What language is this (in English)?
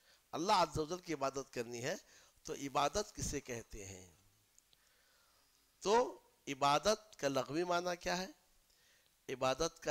Urdu